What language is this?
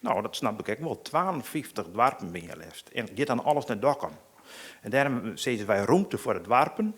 Western Frisian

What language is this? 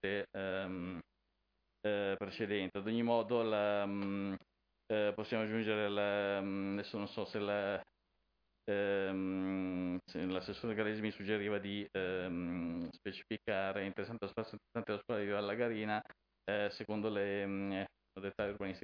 Italian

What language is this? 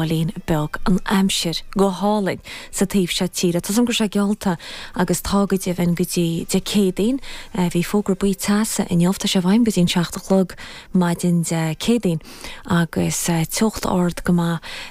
Irish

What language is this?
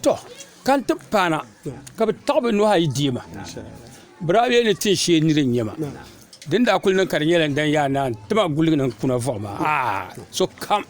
Dagbani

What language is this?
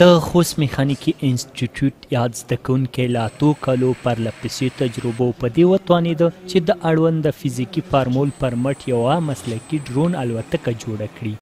Pashto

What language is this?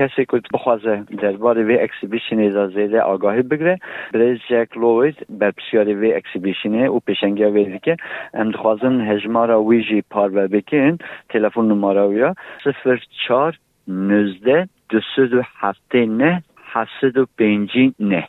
Kurdish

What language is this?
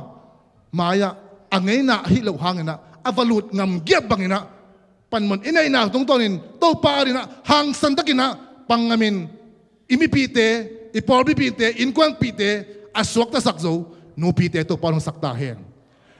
Tedim Chin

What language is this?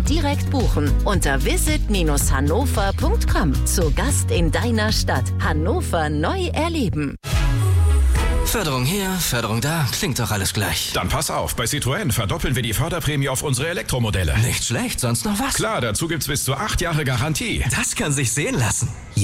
German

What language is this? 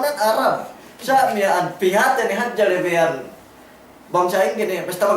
Yakan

